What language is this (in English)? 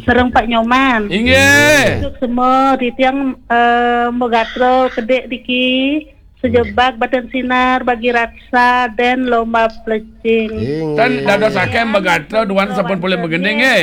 Balinese